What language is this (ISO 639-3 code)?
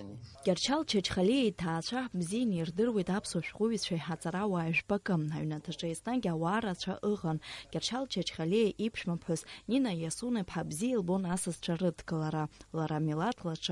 abk